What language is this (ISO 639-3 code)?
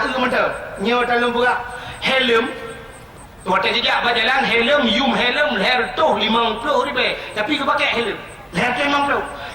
ace